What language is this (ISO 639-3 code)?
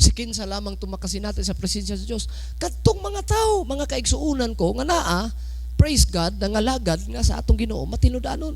ceb